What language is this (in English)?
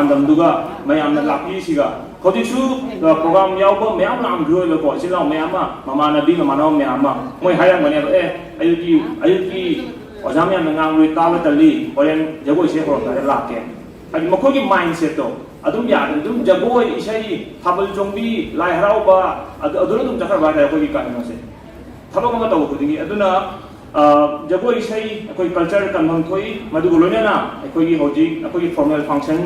Manipuri